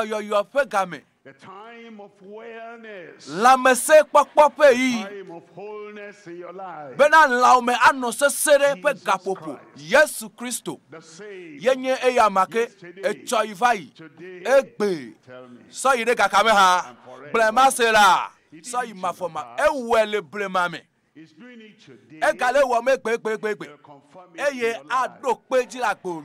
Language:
Ewe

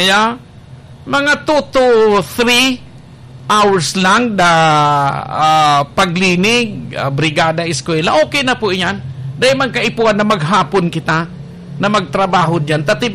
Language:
Bikol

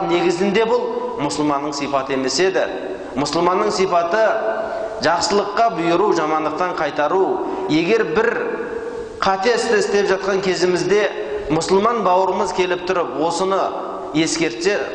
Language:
Kazakh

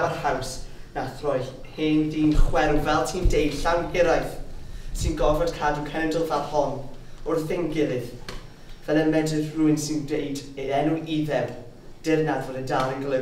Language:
Welsh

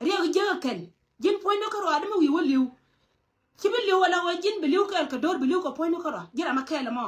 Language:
Nuer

